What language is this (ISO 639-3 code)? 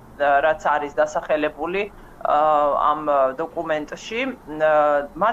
kat